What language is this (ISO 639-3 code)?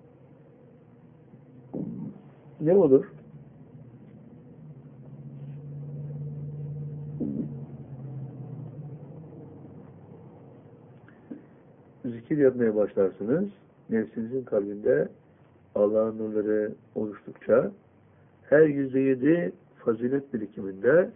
tur